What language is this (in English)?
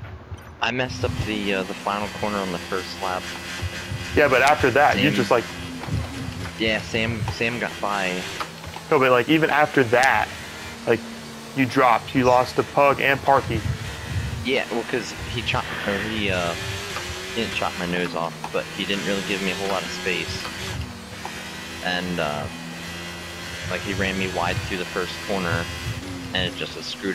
English